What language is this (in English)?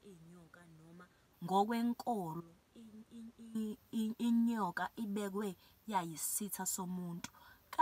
Zulu